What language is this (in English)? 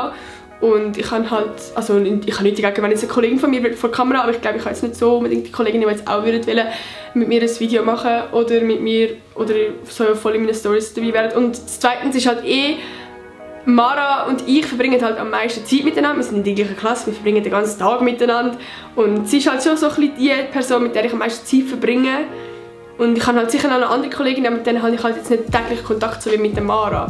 Swiss German